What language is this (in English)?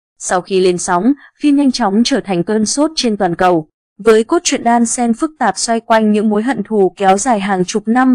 Vietnamese